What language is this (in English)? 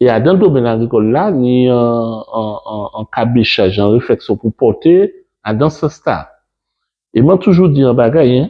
Guadeloupean Creole French